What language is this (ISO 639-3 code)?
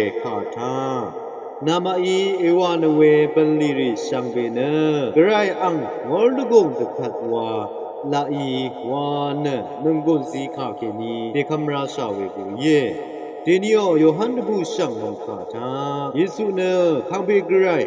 raw